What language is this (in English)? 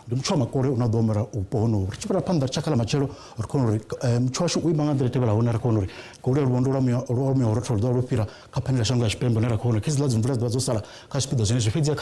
Venda